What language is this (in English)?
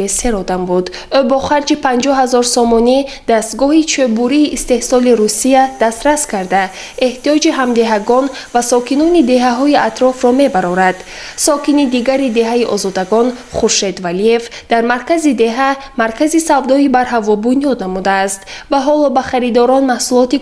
Tajik